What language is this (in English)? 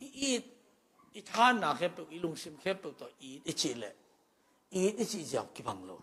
Tedim Chin